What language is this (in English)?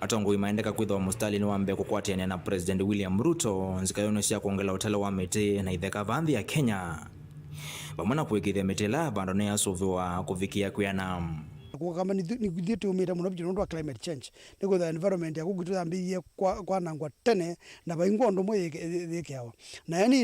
Kamba